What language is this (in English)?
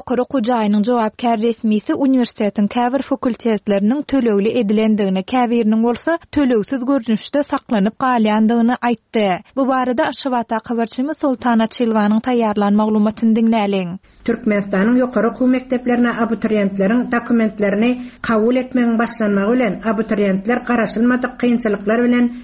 Turkmen